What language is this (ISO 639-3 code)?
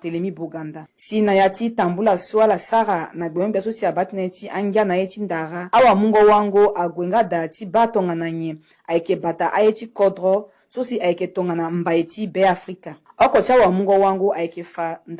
sag